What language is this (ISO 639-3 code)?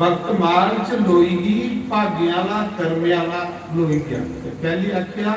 doi